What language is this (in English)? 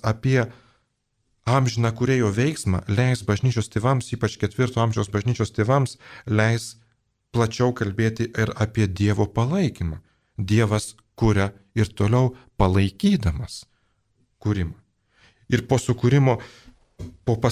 Lithuanian